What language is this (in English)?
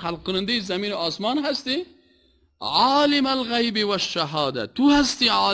Persian